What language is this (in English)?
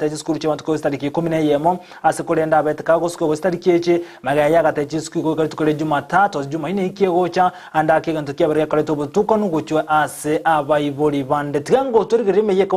Gusii